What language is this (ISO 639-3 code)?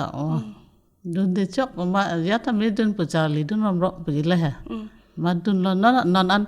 mjw